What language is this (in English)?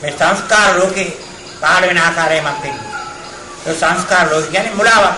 Sinhala